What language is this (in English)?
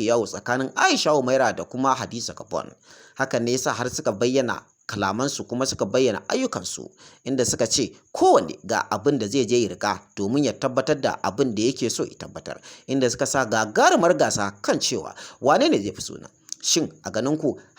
Hausa